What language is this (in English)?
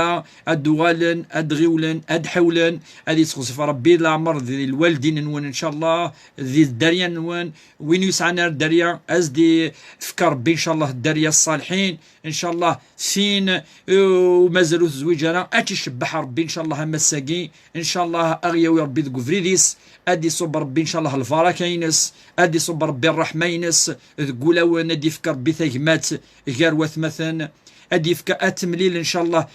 Kabyle